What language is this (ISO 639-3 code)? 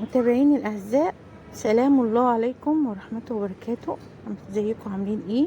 arz